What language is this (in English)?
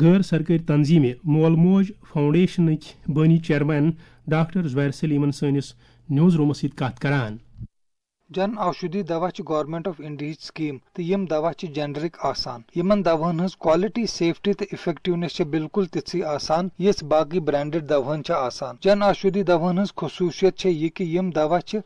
Kashmiri